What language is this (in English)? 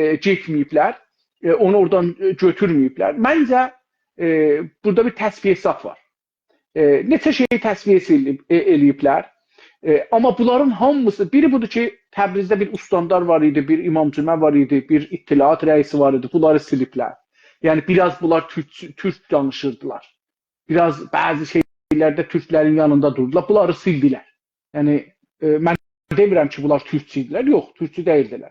South Azerbaijani